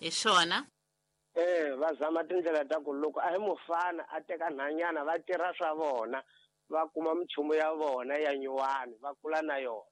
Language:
Tsonga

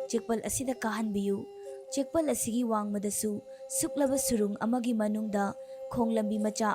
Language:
Manipuri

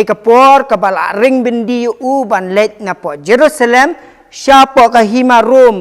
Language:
Khasi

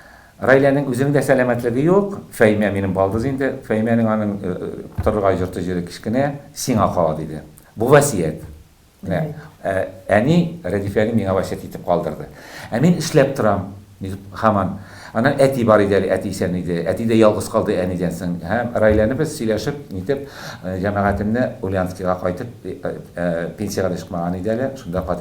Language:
Tatar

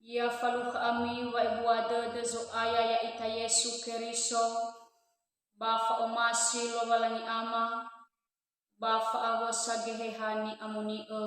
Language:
Nias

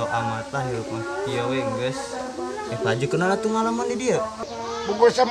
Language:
Sundanese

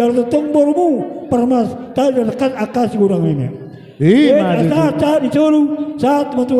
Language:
Batak Toba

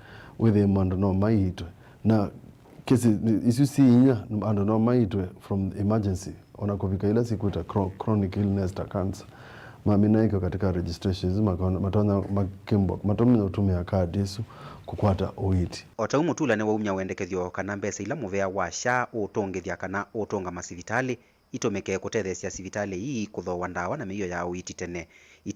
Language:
Kamba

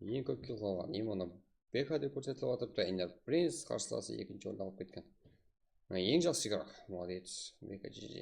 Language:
Kara-Kalpak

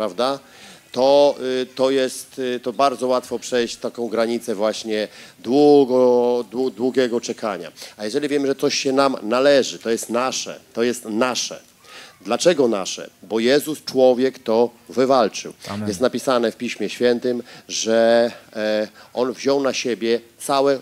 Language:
Polish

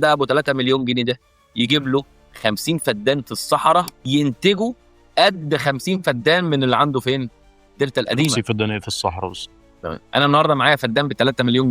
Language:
Egyptian Arabic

